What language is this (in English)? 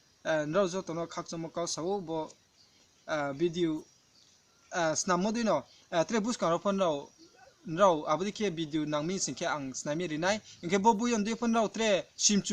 Riang (India)